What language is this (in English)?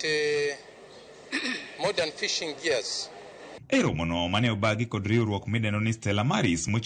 Luo (Kenya and Tanzania)